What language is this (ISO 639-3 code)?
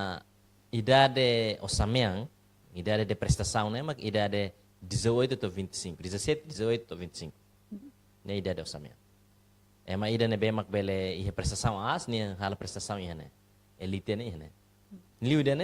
tet